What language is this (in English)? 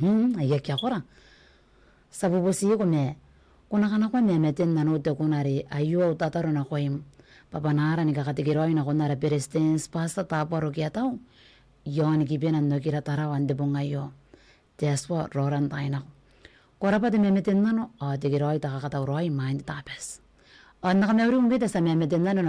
Gilbertese